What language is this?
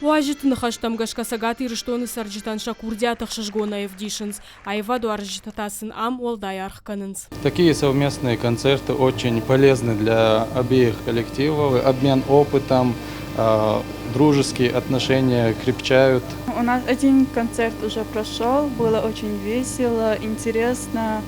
Ossetic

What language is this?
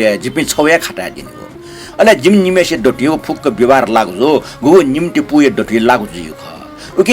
Newari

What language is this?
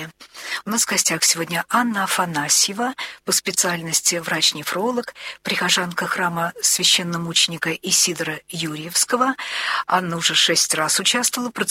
Russian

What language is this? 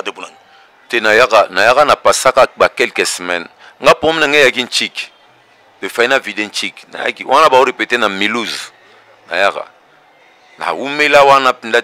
Lingala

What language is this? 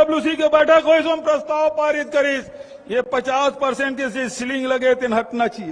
Chhattisgarhi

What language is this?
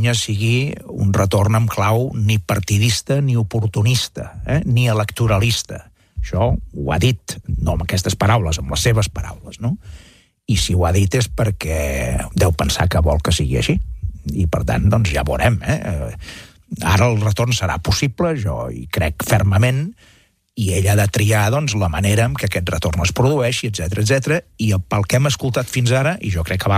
Catalan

